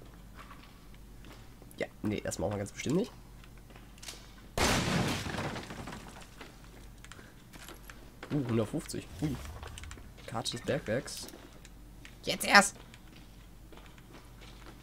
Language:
German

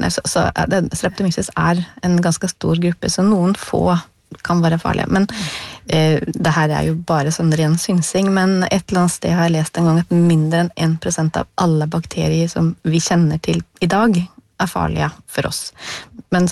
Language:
Norwegian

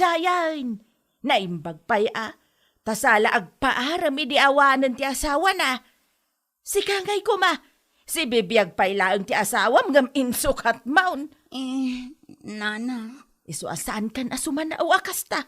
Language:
Iloko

